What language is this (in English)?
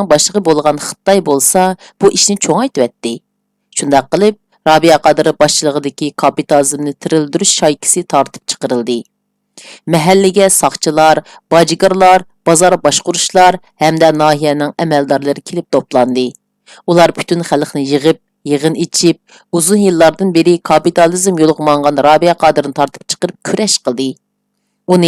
Uyghur